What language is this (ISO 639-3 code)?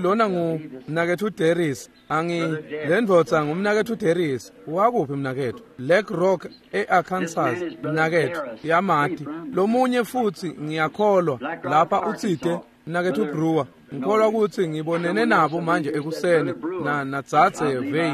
ssw